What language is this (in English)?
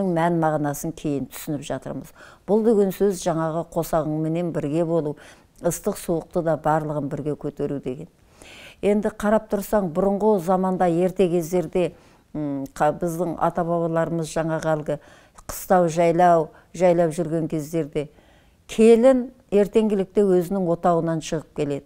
Kazakh